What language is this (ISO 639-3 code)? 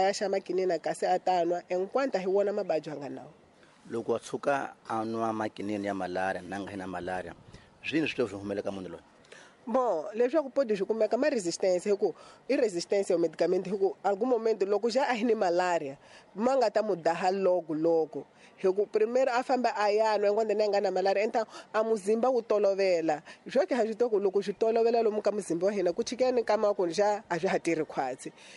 tso